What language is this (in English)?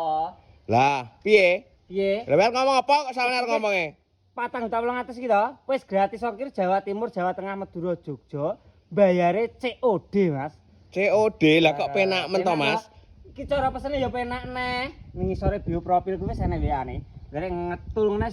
Javanese